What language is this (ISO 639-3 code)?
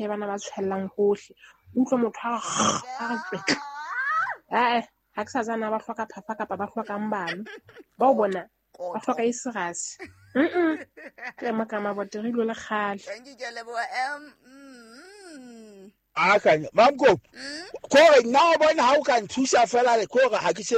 sot